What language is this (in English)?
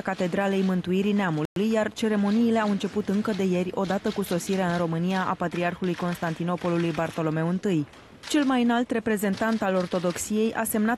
Romanian